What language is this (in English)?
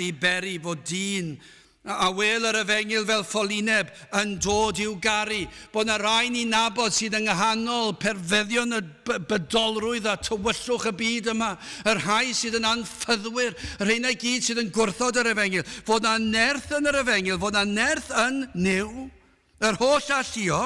Welsh